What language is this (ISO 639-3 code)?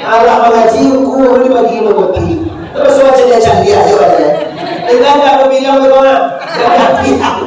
min